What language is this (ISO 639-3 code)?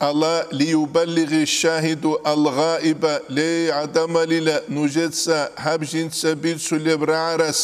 ava